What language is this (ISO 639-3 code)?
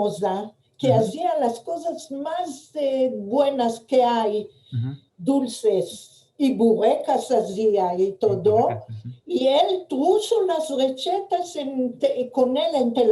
lad